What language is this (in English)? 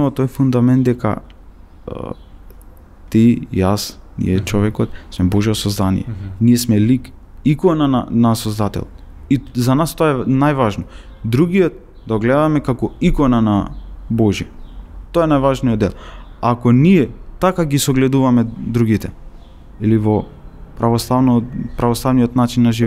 Macedonian